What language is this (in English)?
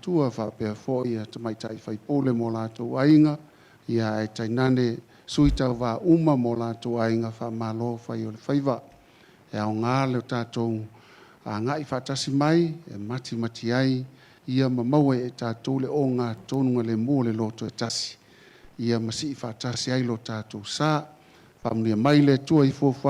Samoan